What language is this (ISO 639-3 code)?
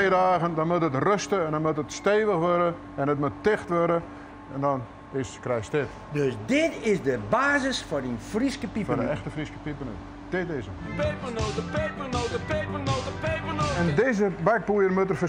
fry